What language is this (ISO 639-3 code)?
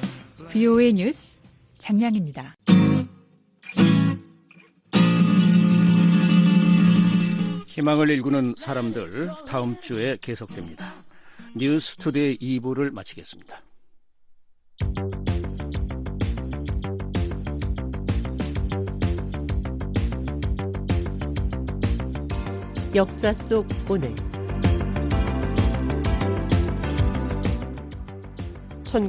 kor